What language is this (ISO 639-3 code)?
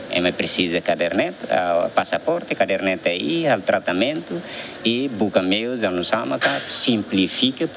tet